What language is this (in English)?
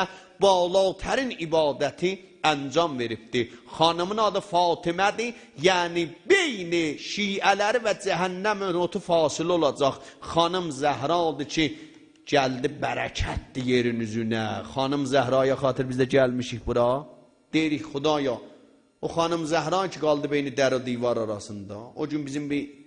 South Azerbaijani